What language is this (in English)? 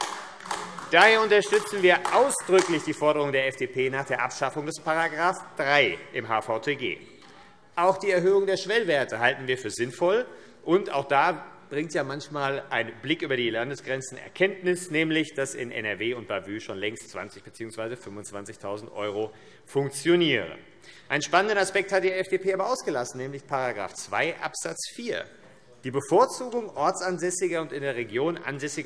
German